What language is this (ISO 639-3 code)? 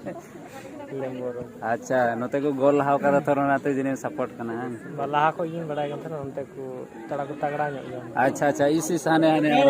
sat